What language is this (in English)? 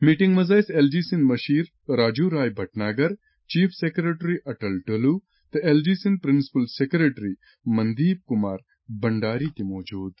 Kashmiri